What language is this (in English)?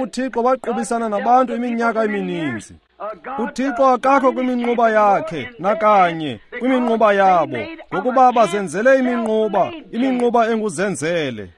Xhosa